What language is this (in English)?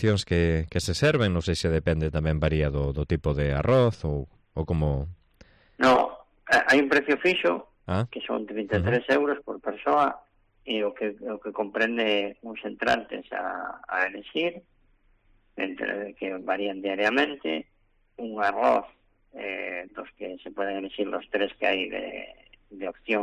Galician